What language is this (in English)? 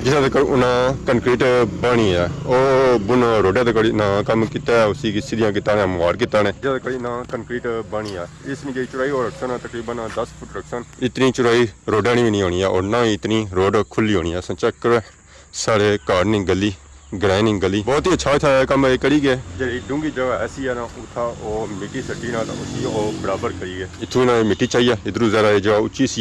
Pahari-Potwari